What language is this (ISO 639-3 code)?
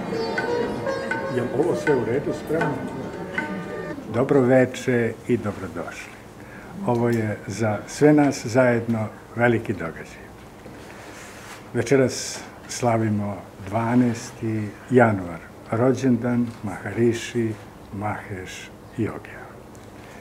srp